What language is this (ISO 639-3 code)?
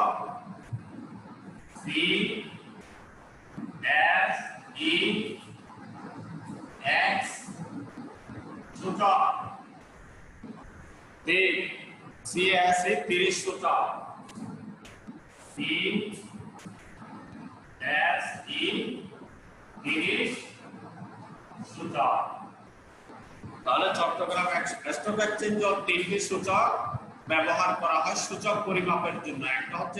ben